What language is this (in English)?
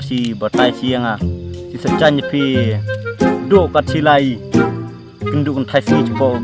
Khasi